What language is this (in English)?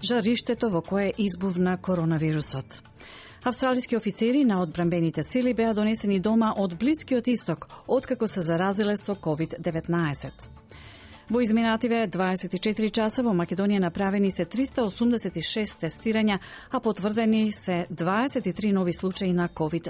Macedonian